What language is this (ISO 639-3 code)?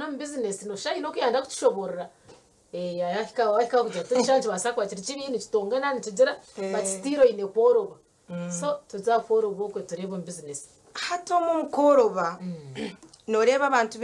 nyn